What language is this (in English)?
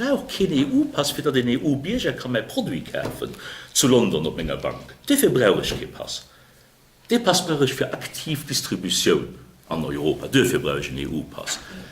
Luxembourgish